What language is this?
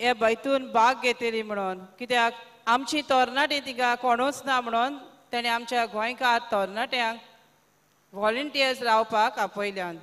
Konkani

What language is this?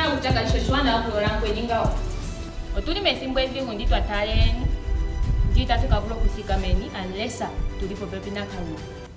Ndonga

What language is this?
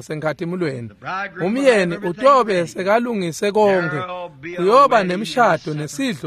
Swati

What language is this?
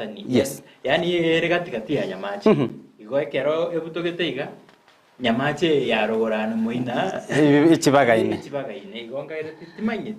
Gusii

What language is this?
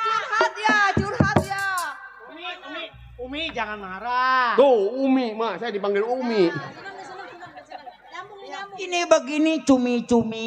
Betawi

